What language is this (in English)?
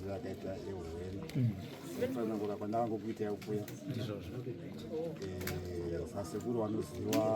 Shona